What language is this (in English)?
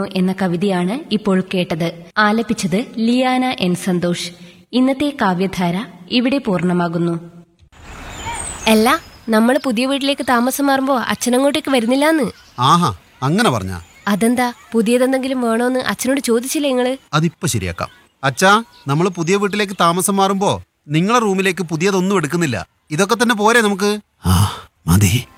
Malayalam